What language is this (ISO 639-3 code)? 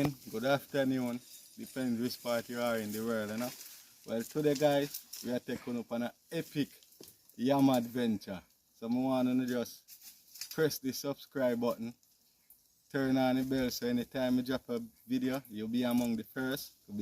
jam